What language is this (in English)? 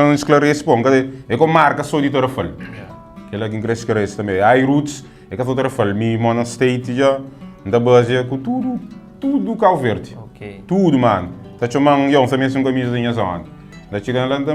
Kabuverdianu